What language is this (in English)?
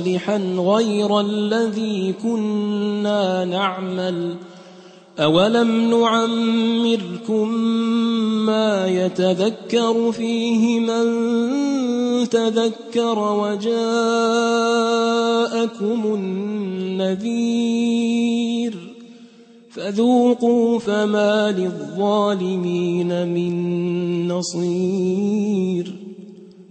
Arabic